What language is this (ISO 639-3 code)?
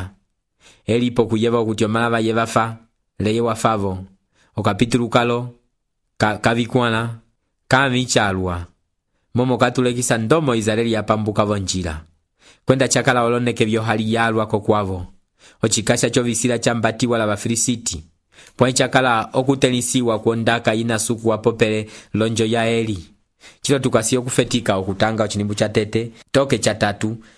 umb